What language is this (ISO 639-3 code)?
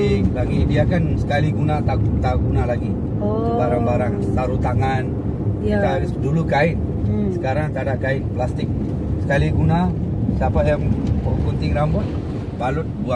msa